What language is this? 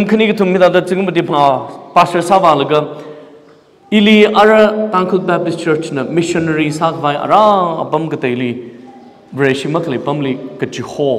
Tangkhul Naga (India)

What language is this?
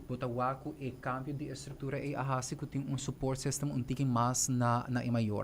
Papiamento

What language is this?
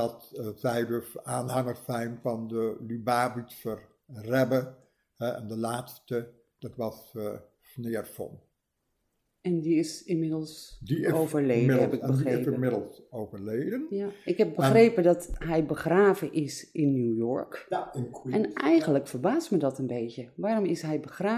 Dutch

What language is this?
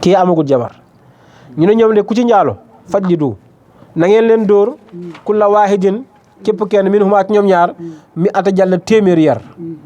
Wolof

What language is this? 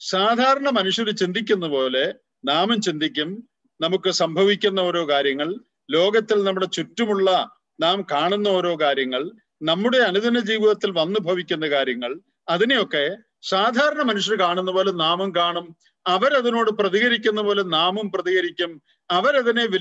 Malayalam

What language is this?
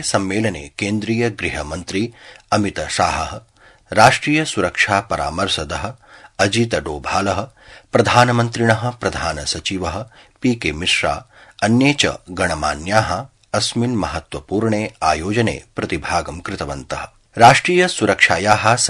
Sanskrit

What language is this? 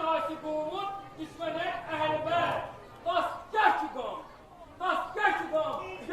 Kashmiri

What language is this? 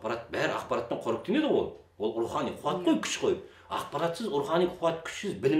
Kazakh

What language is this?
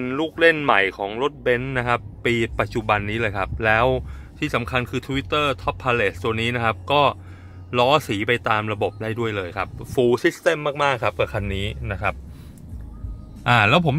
Thai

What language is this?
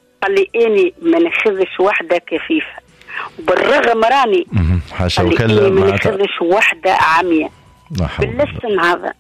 Tunisian Arabic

